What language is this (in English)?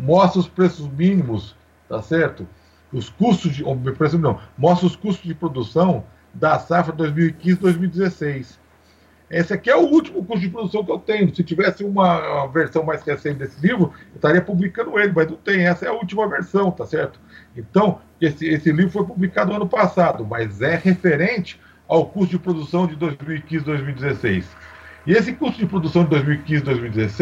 Portuguese